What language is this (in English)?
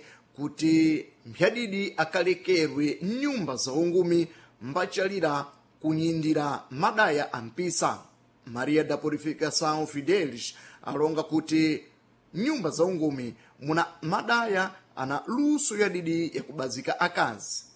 Sena